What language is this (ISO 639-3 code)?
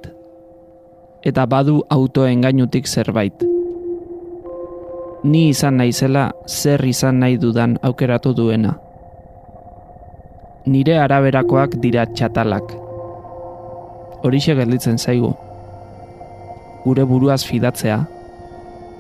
eus